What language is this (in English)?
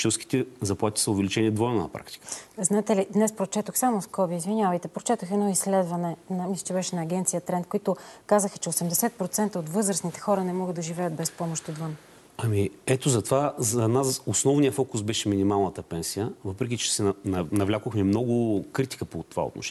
Bulgarian